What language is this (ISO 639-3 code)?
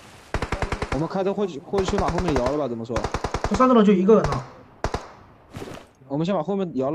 zho